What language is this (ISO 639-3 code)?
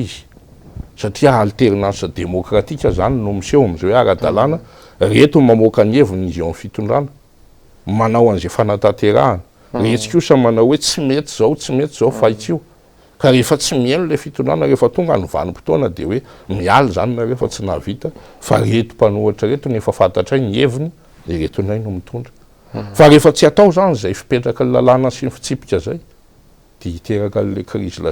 mlg